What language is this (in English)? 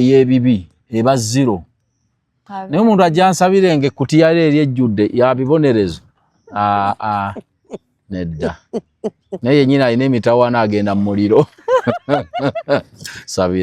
Ganda